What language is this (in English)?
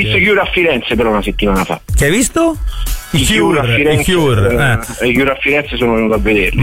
Italian